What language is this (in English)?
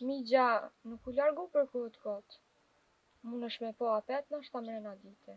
Albanian